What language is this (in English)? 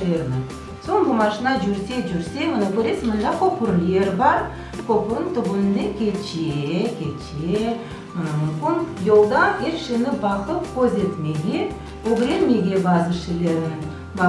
Crimean Tatar